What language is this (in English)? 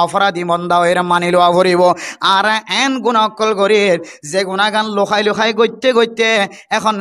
Rohingya